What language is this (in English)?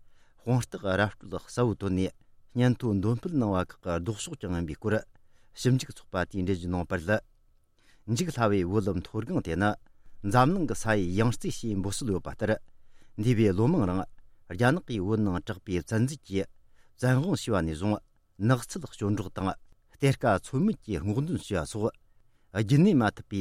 Tibetan